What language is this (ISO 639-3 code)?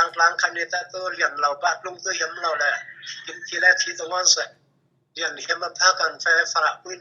cfm